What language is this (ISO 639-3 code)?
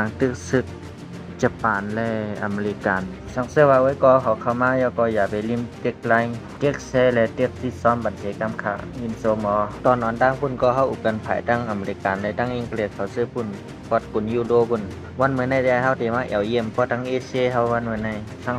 shn